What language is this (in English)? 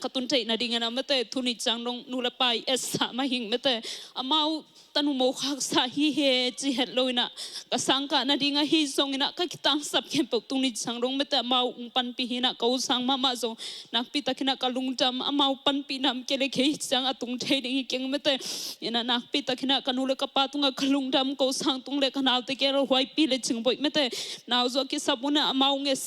Tedim Chin